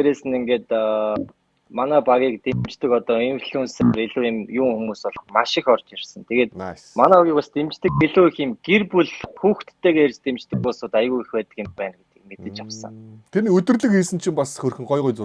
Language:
Mongolian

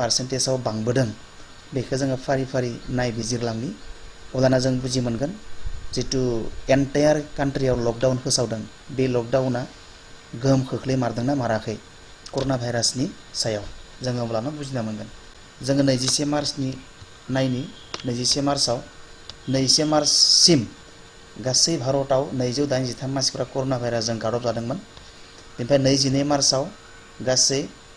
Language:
Bodo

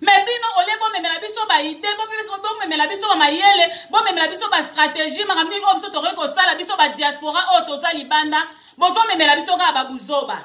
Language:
Lingala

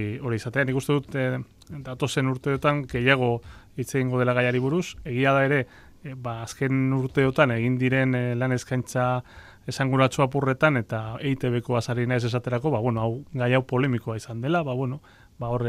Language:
Basque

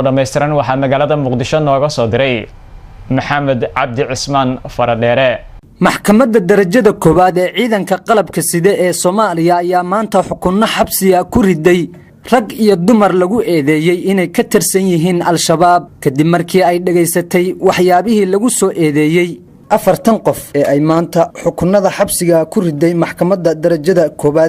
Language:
Somali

